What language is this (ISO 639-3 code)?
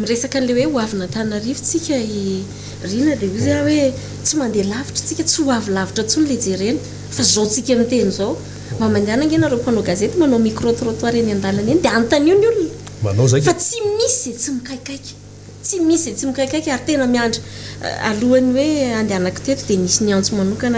mlg